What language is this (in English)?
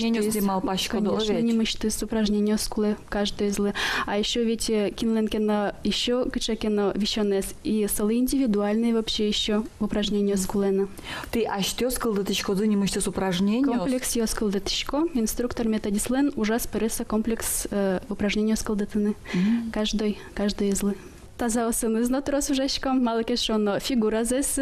Udmurt